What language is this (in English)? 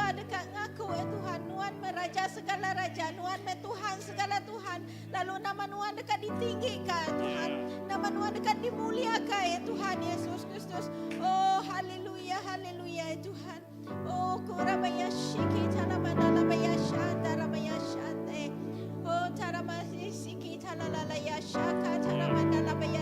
Iban